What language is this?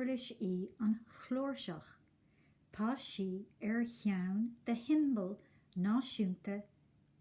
Irish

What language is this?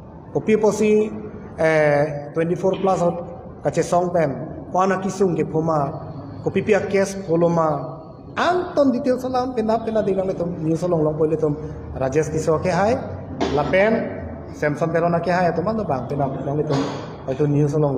Karbi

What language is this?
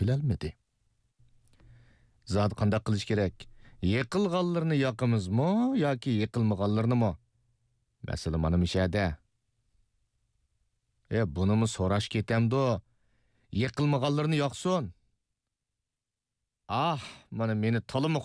Uyghur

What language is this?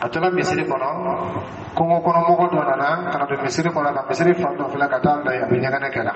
Dyula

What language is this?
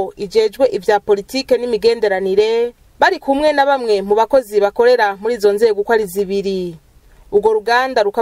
Rundi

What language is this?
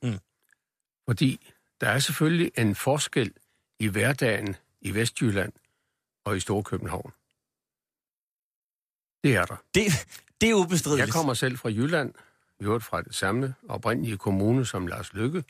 Danish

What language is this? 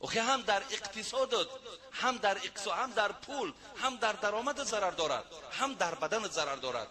Tajik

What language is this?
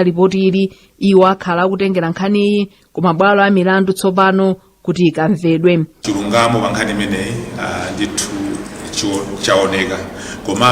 Nyanja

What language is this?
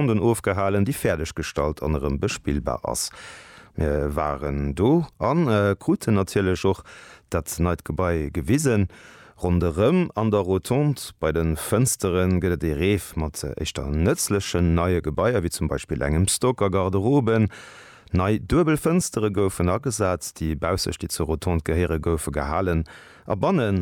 Luxembourgish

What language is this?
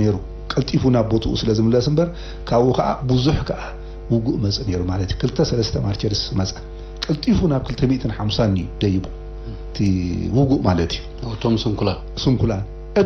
Tigrinya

